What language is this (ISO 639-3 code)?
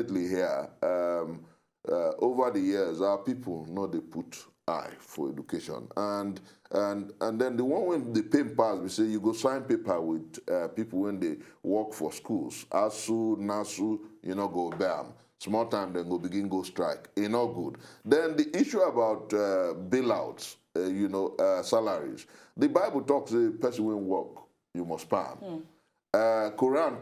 pcm